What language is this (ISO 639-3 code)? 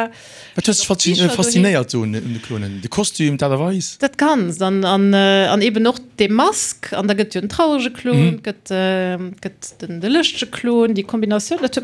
ltz